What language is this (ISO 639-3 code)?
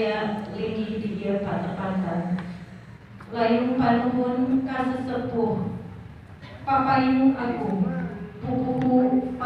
sun